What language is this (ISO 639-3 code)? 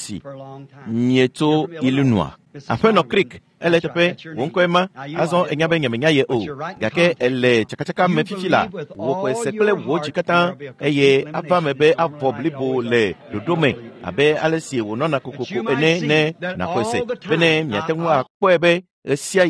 ewe